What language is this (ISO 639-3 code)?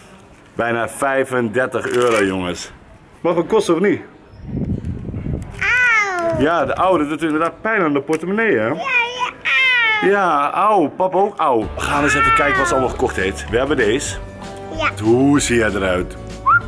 nld